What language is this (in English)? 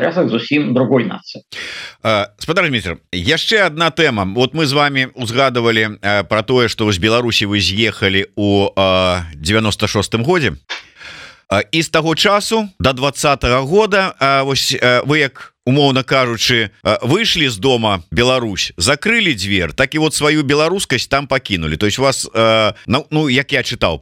Belarusian